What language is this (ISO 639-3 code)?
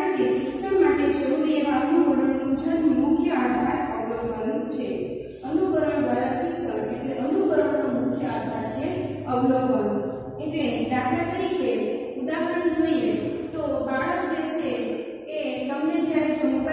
guj